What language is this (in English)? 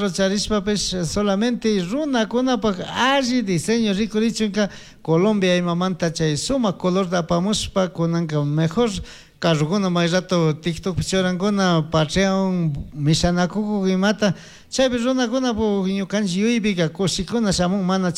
Chimborazo Highland Quichua